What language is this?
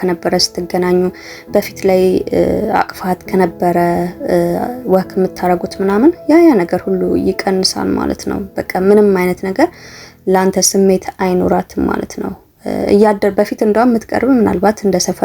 Amharic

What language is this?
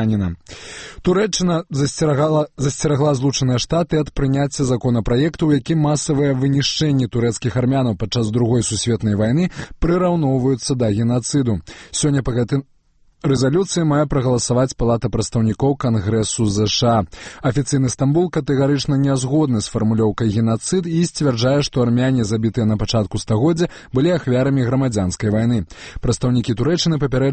Belarusian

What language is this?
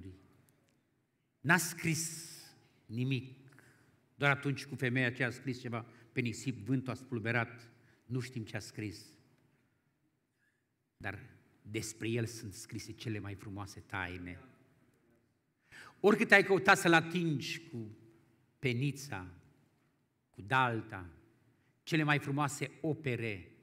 Romanian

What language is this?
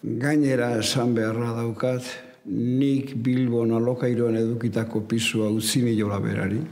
Basque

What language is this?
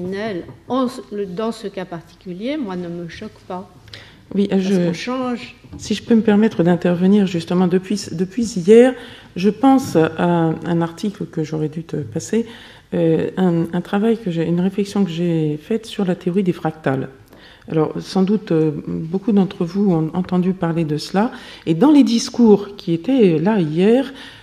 French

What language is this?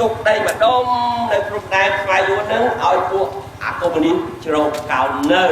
Khmer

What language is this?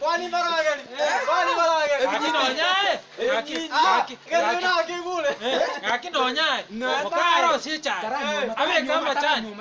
Gusii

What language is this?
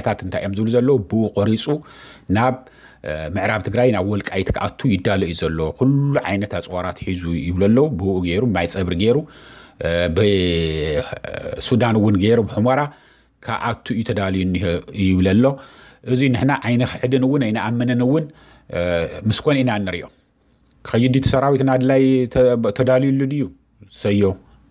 Tigrinya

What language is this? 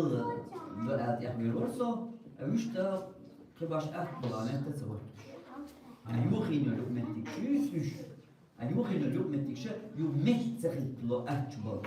Chechen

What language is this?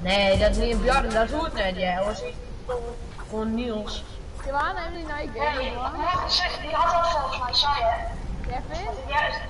Western Frisian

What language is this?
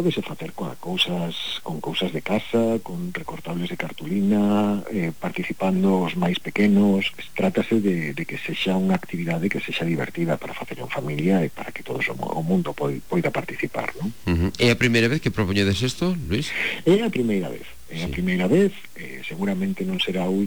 Galician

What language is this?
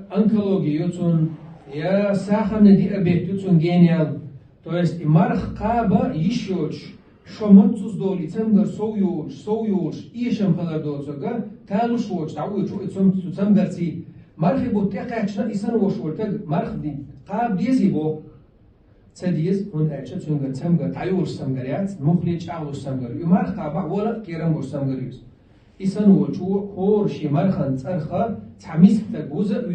Chechen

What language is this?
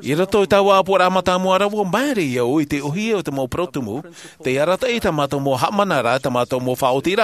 Tahitian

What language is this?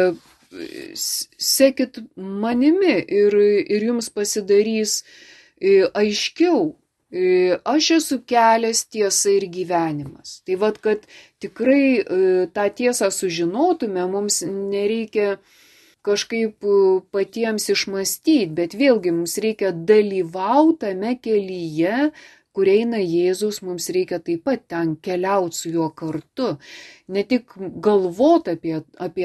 Lithuanian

